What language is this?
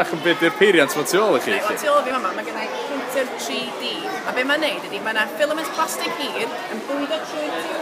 Welsh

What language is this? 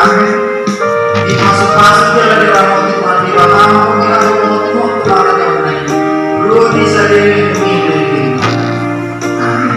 Batak Toba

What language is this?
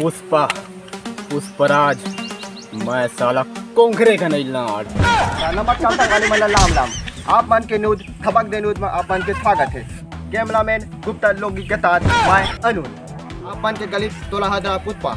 Chhattisgarhi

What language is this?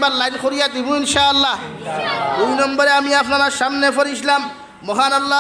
Sylheti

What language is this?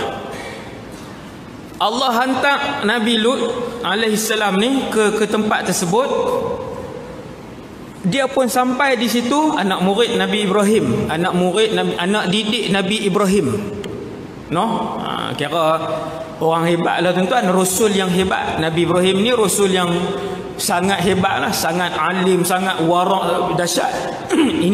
Malay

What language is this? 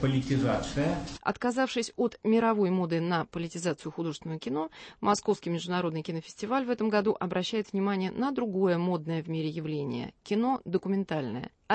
Russian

